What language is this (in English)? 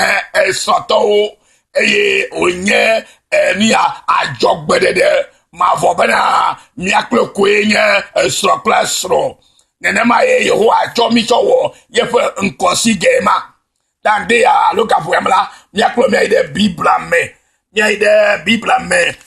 Ewe